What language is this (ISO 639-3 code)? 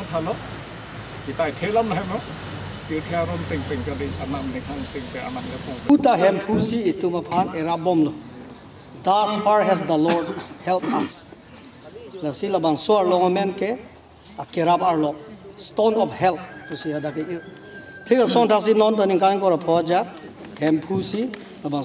mjw